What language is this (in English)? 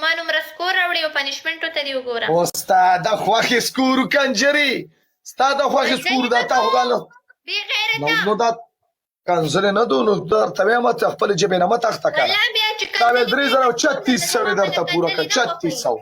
Pashto